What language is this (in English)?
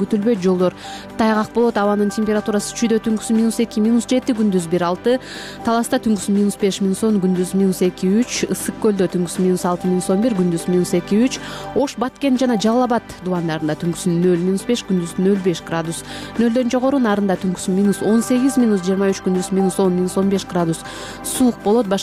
Kyrgyz